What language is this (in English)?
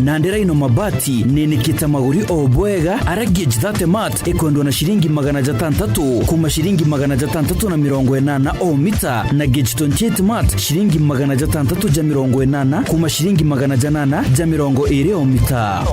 Meru